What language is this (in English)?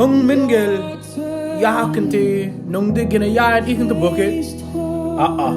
Mabaan